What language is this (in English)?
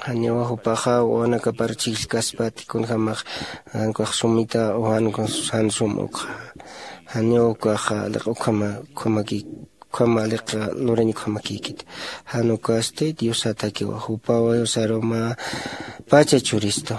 Aymara